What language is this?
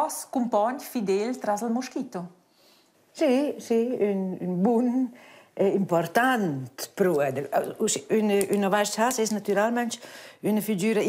Romansh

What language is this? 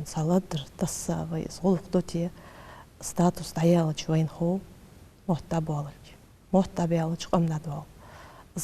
Ingush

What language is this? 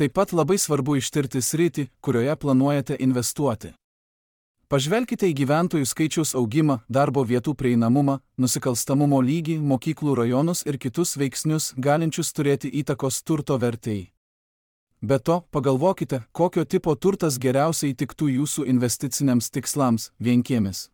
Lithuanian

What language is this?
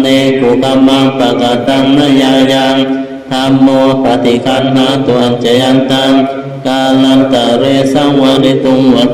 Pali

